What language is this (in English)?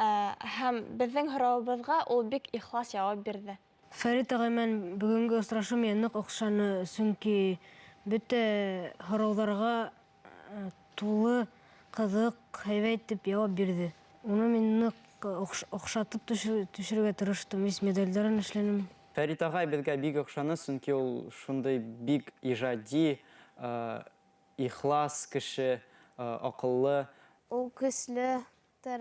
Bashkir